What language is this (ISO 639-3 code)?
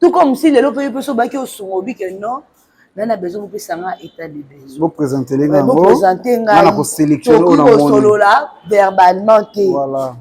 lin